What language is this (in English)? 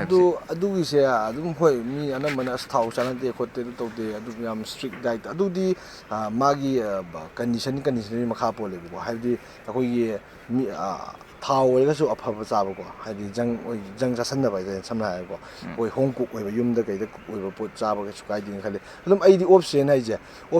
Manipuri